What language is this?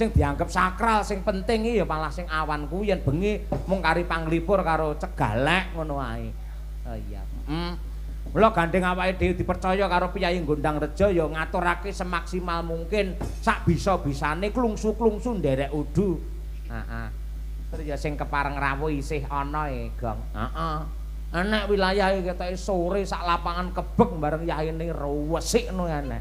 Javanese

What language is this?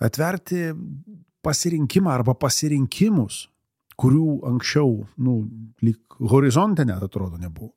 Lithuanian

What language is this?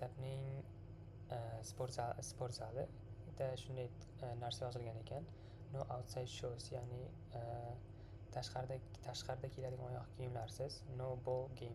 Uzbek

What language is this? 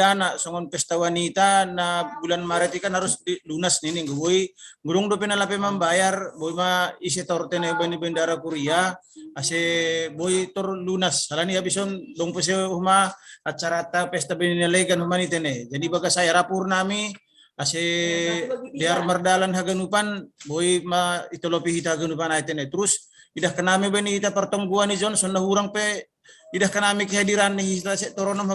Batak Simalungun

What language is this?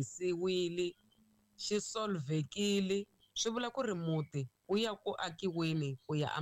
Tsonga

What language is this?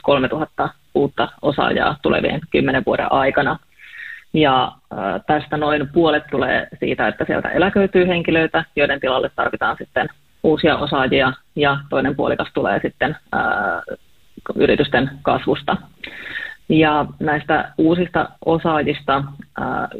Finnish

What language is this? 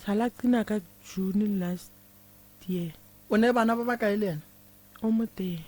Northern Sotho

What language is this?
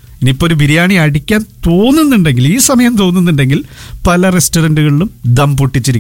Malayalam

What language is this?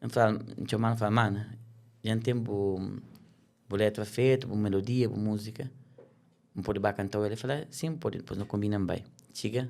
Kabuverdianu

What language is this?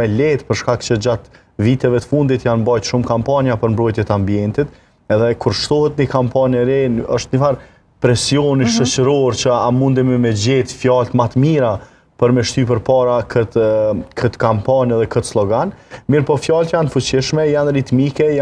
Albanian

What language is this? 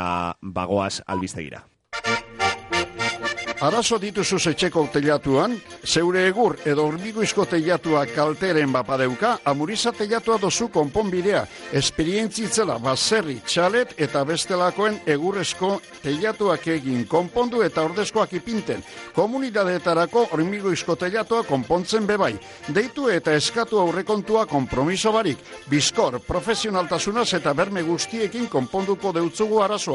Basque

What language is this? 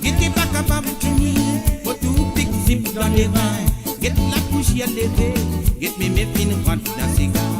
Morisyen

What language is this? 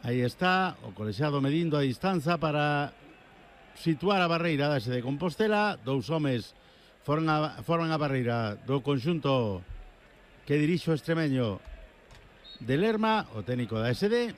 Galician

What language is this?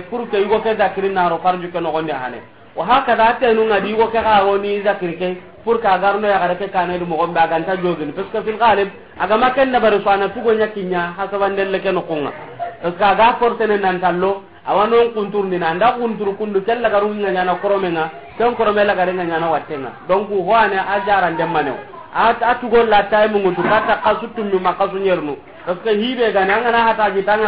Soninke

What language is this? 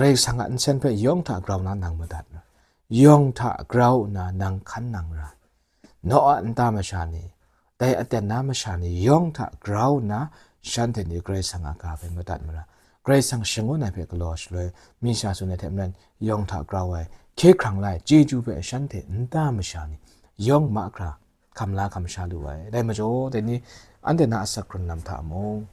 Kachin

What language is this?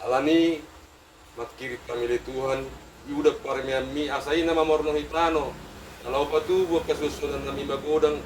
Batak Toba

